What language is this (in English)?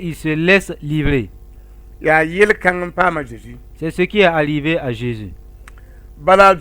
Mossi